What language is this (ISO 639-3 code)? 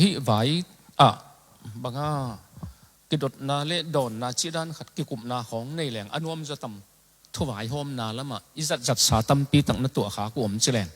ctd